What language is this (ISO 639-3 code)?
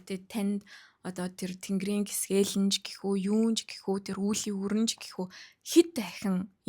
mon